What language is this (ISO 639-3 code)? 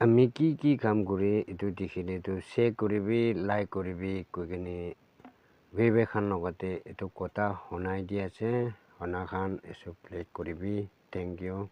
nag